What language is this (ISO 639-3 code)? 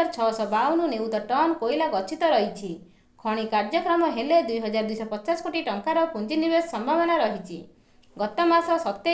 ori